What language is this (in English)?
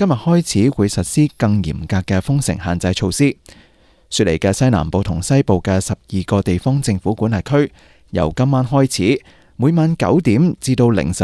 Cantonese